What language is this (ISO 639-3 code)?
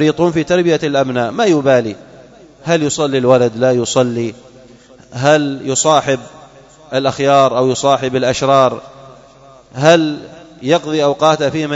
ara